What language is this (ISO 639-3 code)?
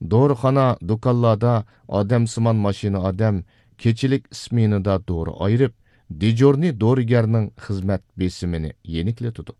uig